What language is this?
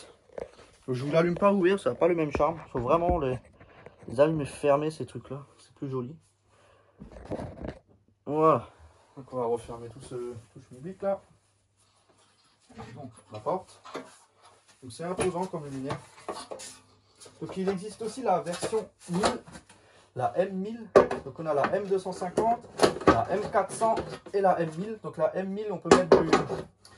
French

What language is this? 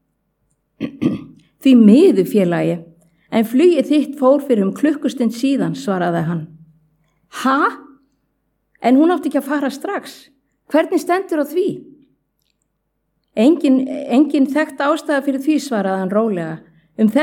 Icelandic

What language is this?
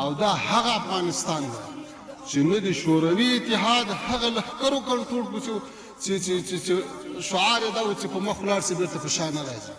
Pashto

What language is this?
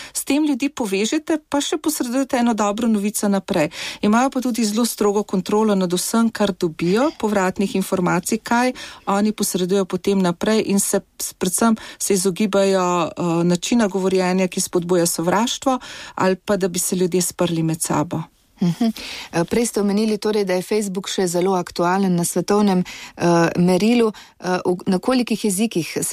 Slovenian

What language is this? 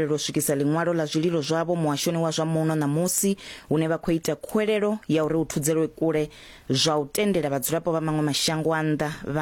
Venda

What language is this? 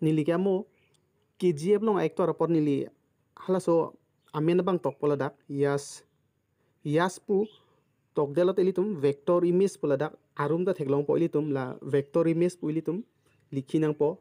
Karbi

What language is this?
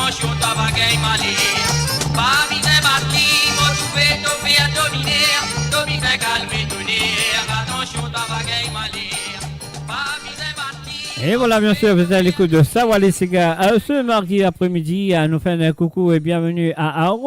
Morisyen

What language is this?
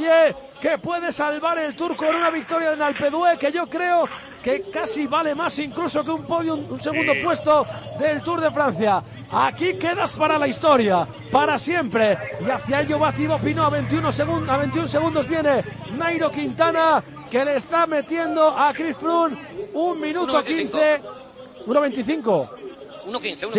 Spanish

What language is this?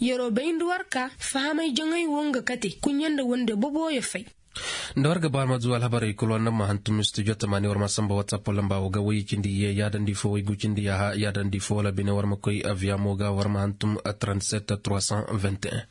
Koyraboro Senni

